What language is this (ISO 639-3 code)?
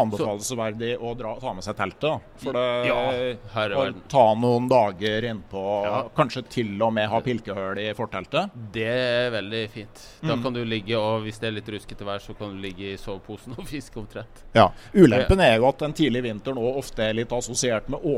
nor